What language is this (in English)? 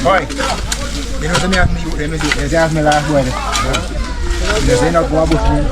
Jamaican Creole English